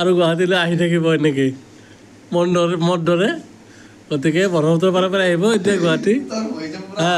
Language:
Assamese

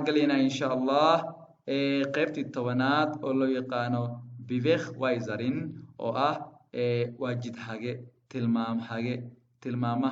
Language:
Somali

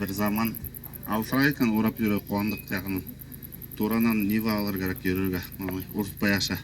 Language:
Bashkir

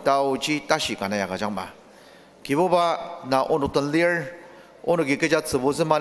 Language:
Ao Naga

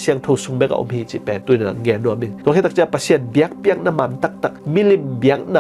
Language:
Tedim Chin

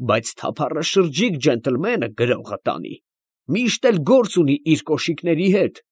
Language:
Armenian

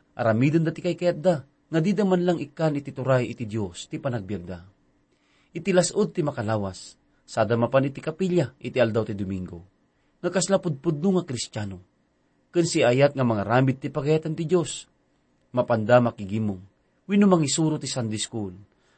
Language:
Iloko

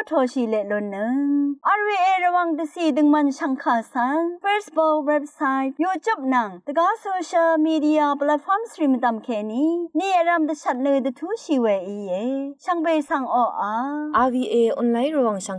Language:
Rawang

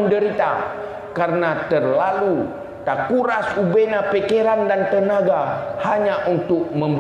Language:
Achinese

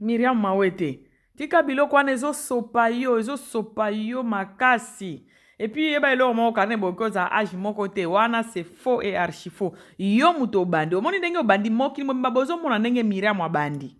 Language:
Lingala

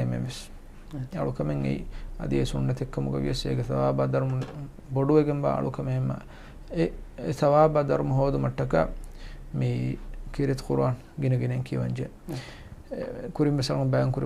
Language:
Divehi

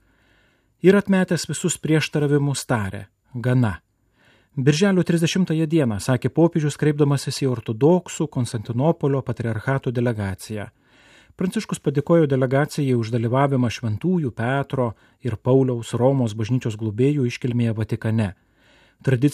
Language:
Lithuanian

